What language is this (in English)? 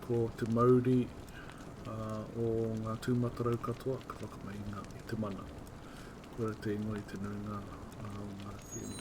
Māori